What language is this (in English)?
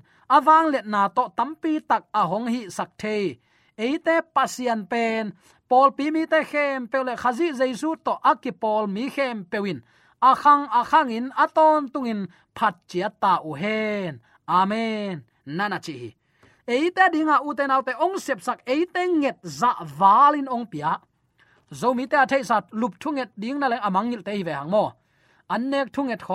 Tedim Chin